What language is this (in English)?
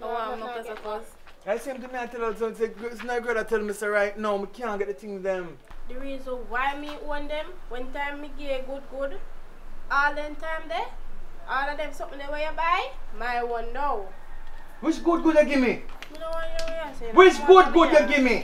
Jamaican Creole English